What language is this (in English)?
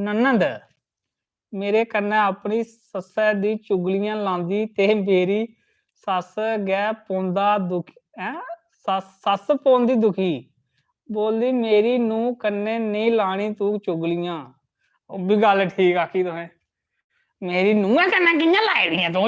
Dogri